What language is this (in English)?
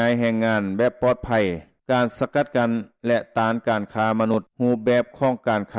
Lao